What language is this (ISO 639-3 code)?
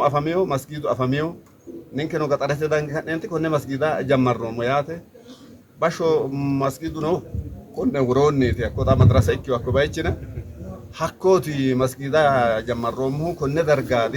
sid